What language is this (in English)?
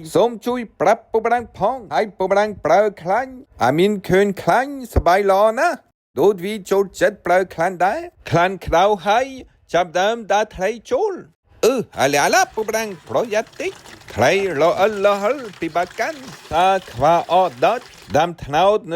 Khmer